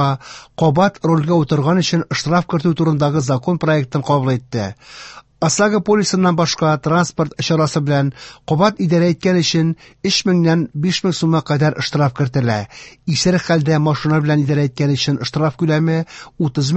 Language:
Tatar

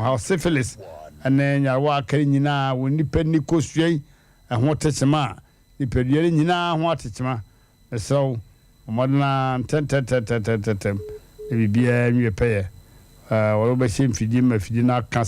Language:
Akan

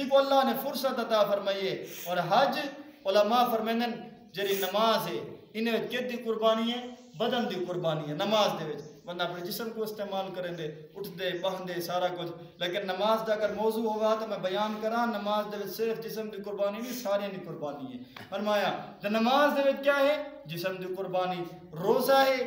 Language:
Saraiki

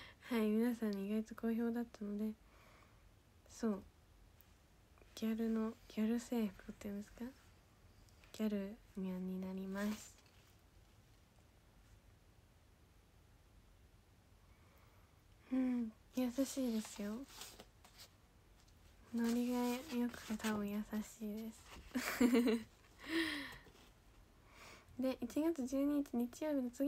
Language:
Japanese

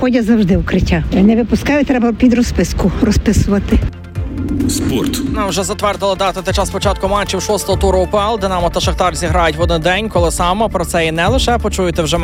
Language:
Ukrainian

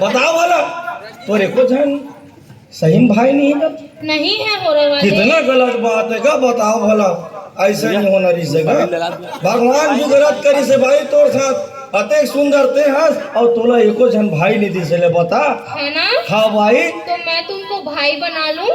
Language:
Chhattisgarhi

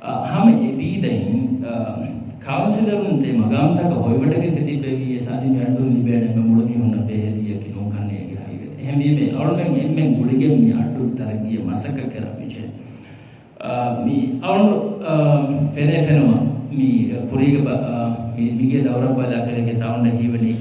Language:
Divehi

